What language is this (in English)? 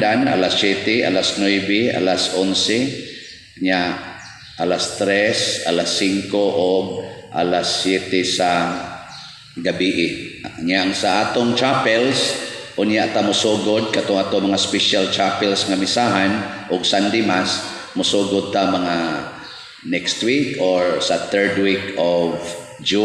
Cebuano